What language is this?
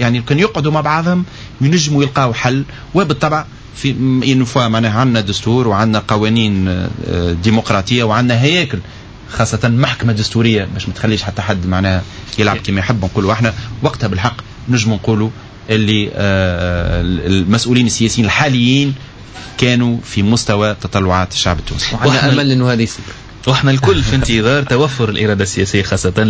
Tunisian Arabic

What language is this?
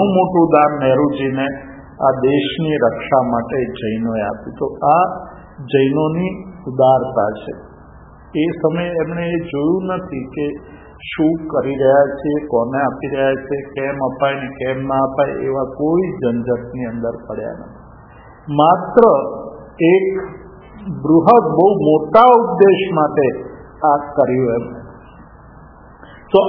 Gujarati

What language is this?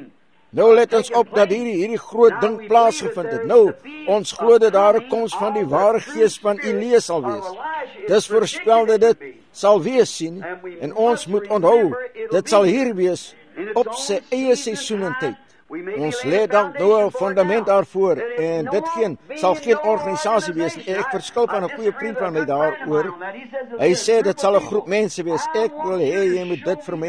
Afrikaans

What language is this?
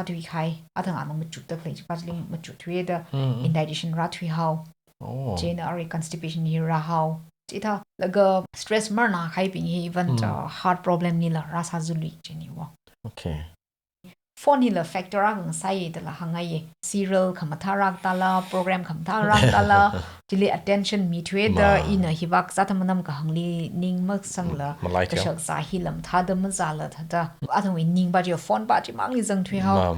Tangkhul Naga (India)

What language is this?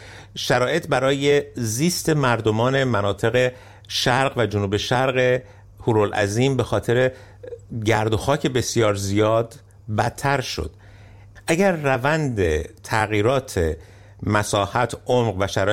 Persian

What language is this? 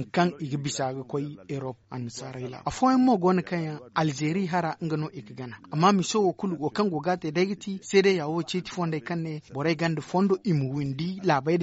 Zarma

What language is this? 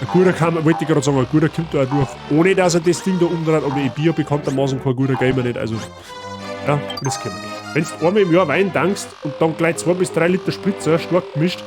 Bavarian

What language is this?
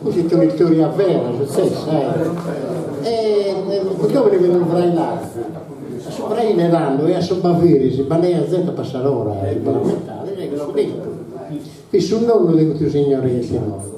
Sardinian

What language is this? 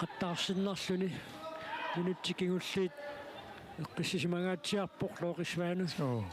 Kalaallisut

